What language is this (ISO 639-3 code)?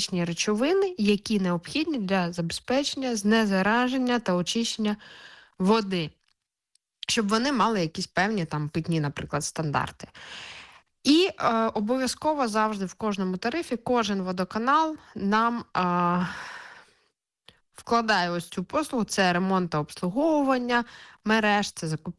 ukr